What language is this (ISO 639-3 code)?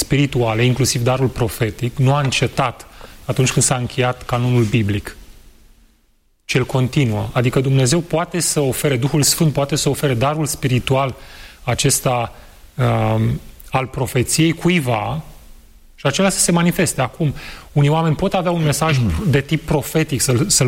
ron